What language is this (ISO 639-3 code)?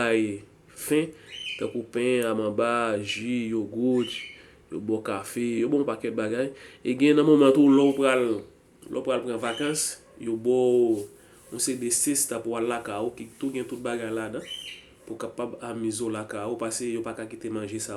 hat